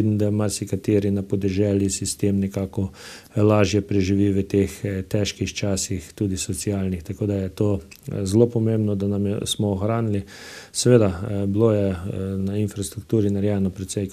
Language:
Slovenian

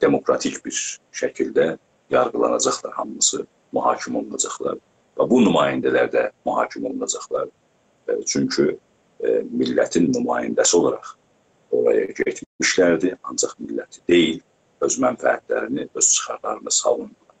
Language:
South Azerbaijani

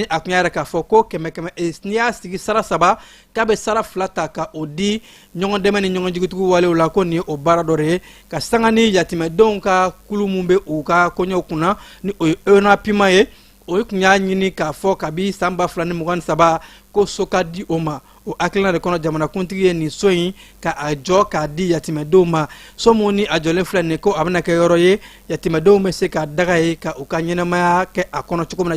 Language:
Bambara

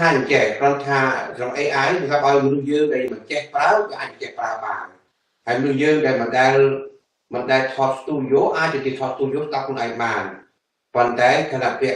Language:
Khmer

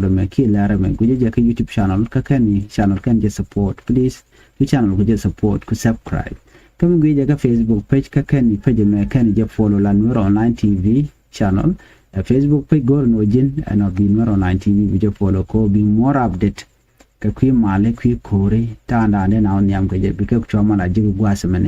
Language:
Nuer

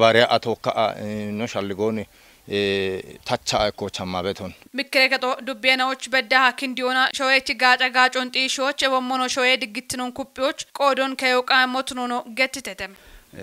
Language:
Kafa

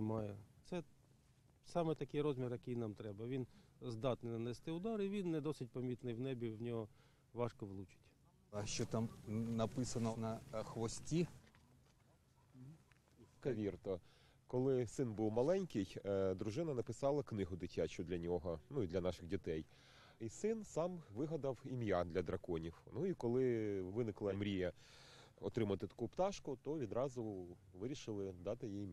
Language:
Ukrainian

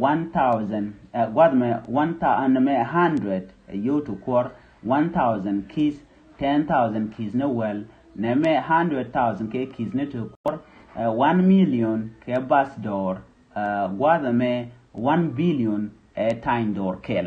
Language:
Nuer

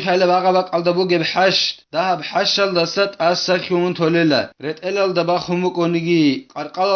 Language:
Avaric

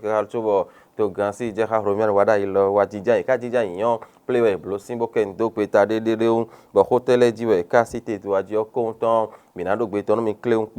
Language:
Fon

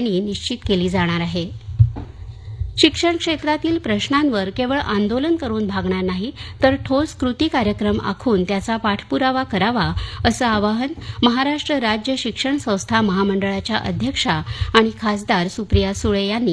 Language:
Marathi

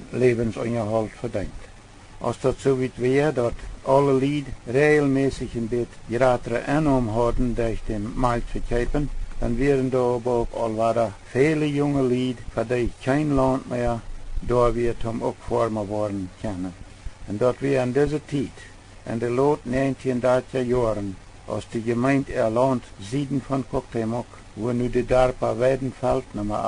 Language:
Plautdietsch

